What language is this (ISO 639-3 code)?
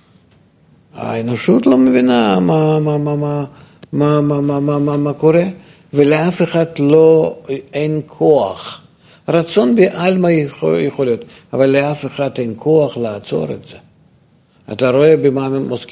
heb